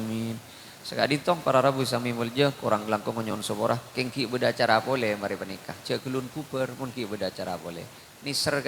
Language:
Madurese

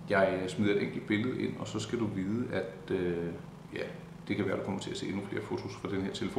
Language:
Danish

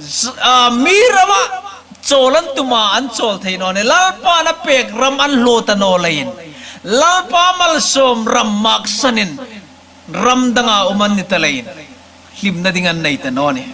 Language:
Hmar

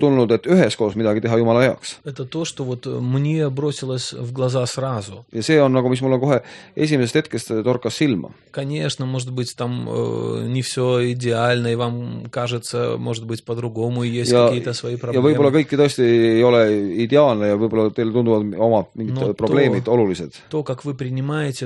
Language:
Estonian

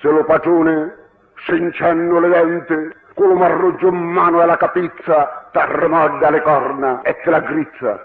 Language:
Sicilian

